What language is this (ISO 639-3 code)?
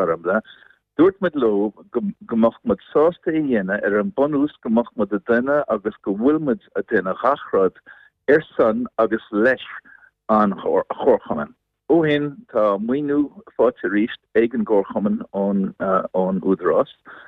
gle